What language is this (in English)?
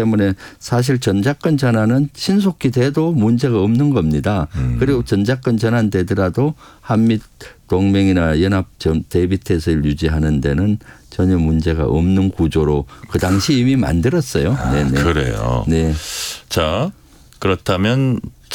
Korean